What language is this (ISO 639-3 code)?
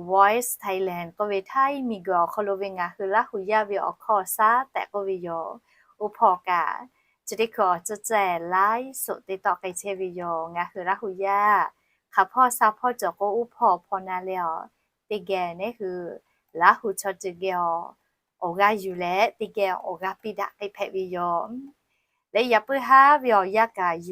lhu